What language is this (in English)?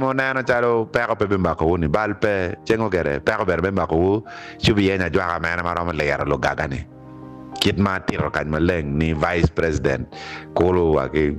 Acoli